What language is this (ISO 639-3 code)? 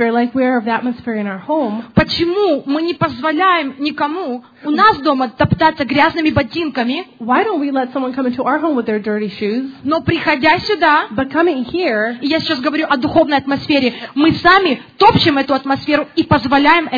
rus